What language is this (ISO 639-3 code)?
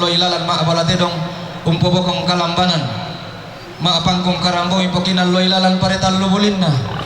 sda